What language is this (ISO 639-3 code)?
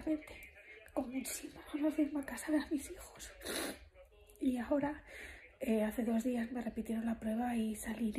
spa